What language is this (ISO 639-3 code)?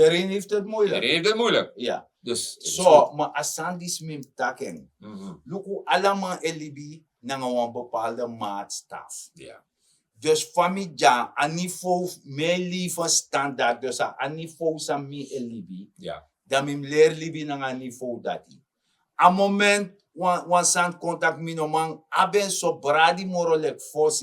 srn